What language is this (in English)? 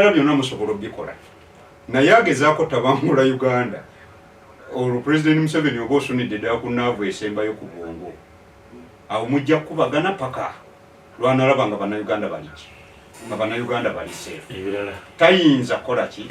Ganda